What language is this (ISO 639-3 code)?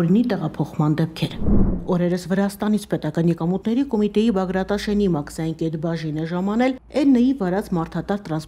hye